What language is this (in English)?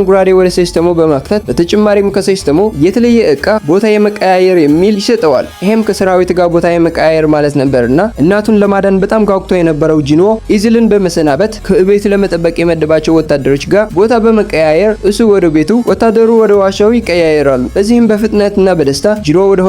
Amharic